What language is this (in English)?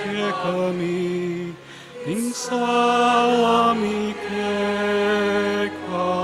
Pampanga